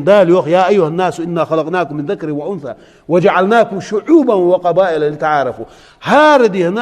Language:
Ingush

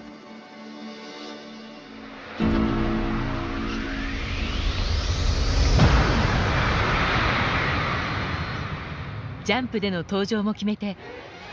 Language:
Japanese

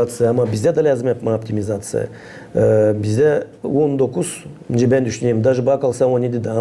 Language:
Gagauz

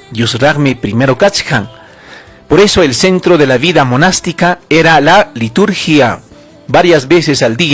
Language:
Ayacucho Quechua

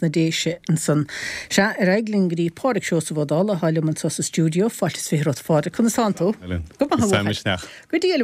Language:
Irish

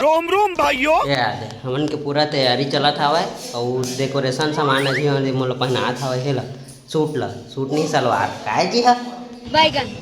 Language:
Chhattisgarhi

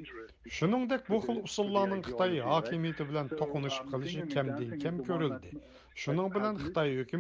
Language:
Uyghur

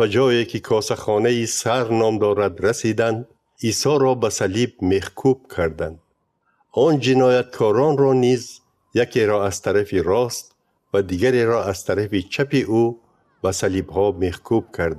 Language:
Tajik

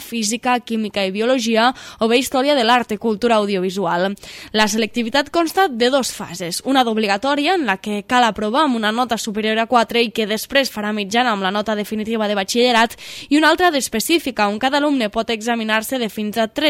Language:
Catalan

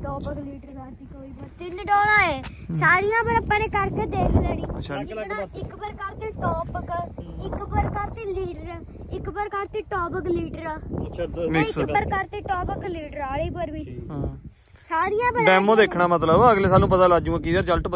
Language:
Punjabi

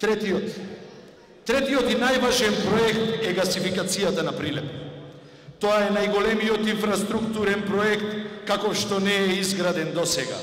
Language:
Macedonian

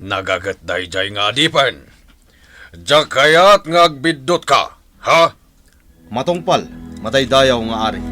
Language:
Iloko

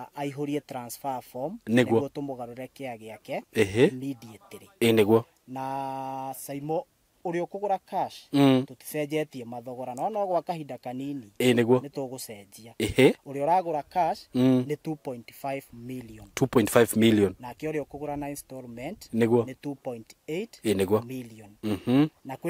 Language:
Kikuyu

